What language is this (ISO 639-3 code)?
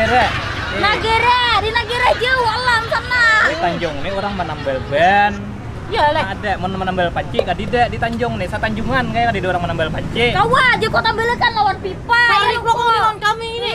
bjn